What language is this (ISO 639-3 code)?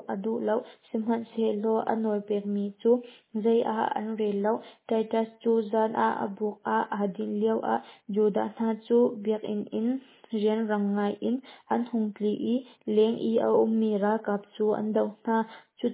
cnh